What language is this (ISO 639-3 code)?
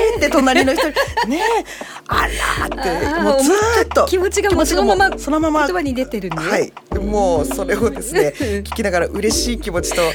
jpn